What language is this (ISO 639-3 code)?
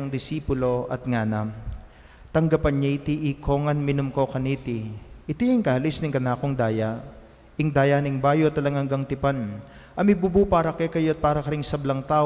pam